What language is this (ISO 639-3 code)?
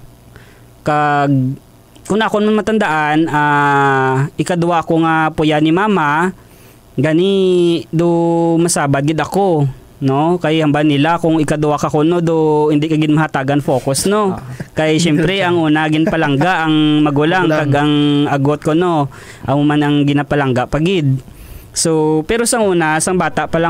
hil